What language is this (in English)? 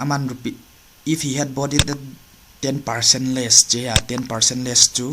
Paite Chin